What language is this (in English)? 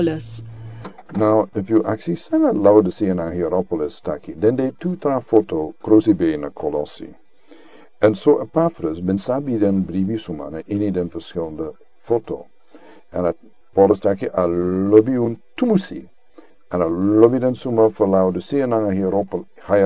Sranan Tongo